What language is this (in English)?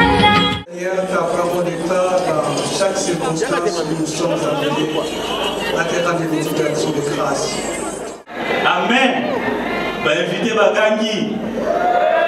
French